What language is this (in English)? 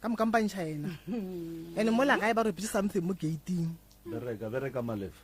Northern Sotho